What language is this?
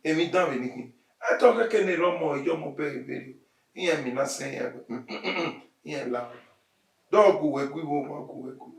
Bini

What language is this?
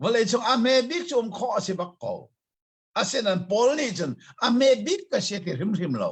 Hakha Chin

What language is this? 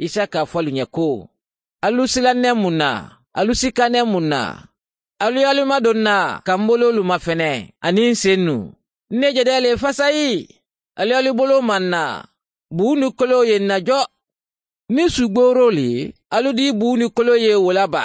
Mandingo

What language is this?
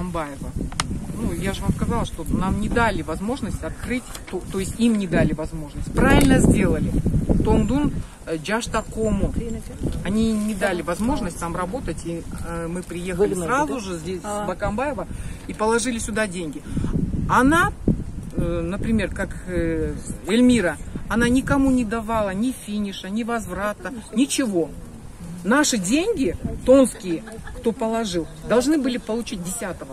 Kyrgyz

